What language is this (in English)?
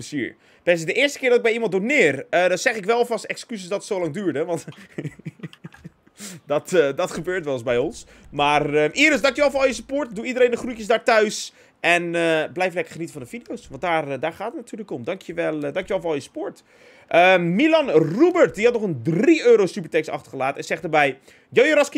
Dutch